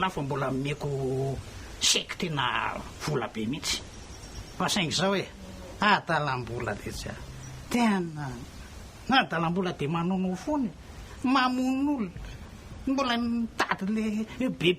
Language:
Malagasy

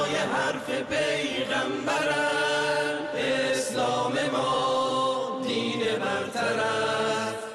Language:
Persian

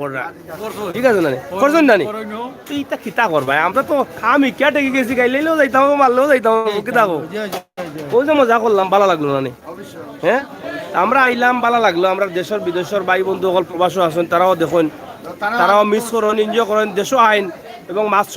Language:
Sylheti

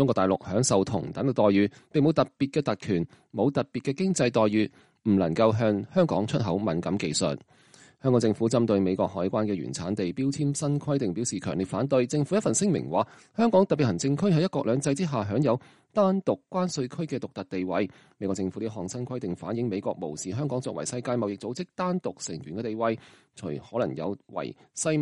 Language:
Cantonese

